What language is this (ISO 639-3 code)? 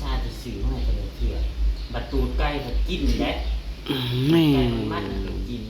tts